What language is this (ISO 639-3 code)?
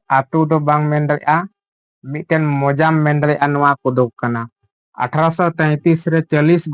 sat